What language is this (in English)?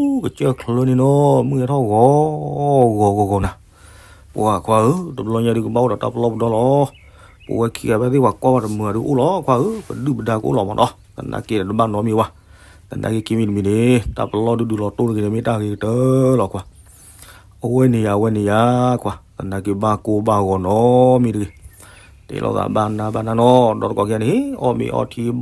S'gaw Karen